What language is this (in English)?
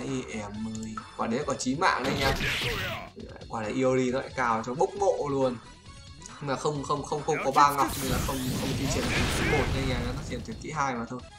Vietnamese